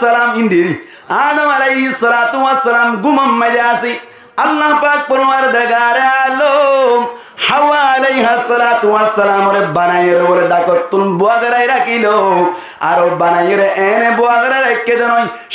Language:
Rohingya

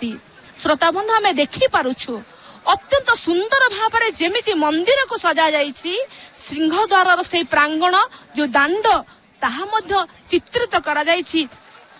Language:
Odia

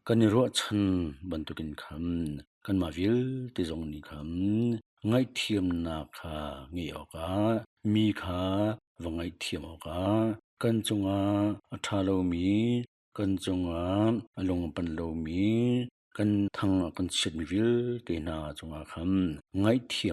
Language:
Hakha Chin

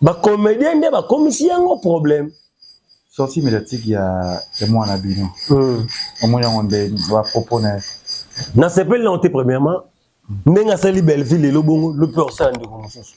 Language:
Lingala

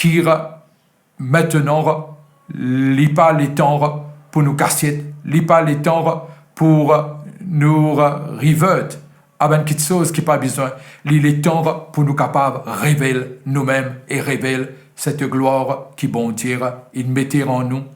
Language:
Morisyen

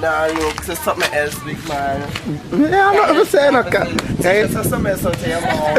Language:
Jamaican Creole English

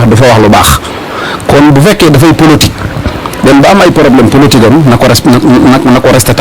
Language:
Wolof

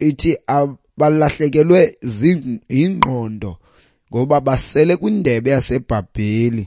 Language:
Xhosa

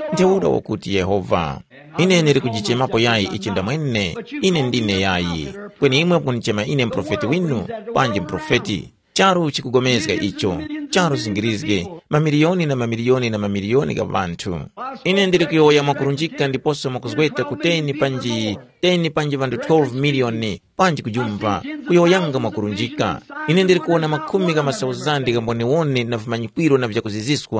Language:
Tumbuka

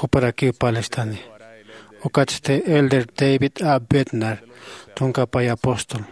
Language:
Aymara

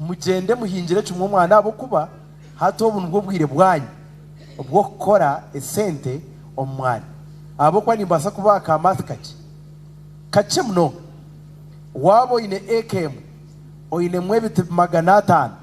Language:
Nyankole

